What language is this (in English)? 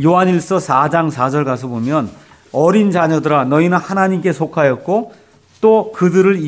Korean